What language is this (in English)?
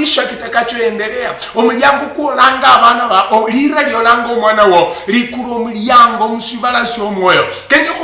Luyia